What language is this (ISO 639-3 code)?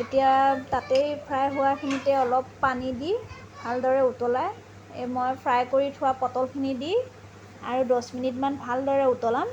asm